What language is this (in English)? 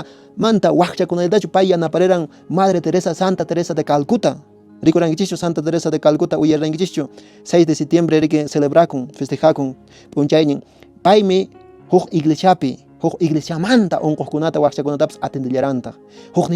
Quechua